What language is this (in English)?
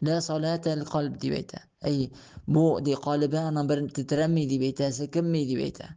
Tatar